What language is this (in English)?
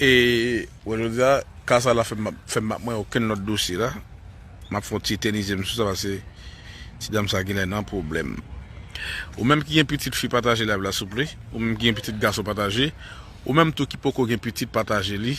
Haitian Creole